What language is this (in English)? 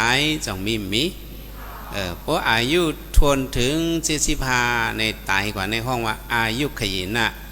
Shan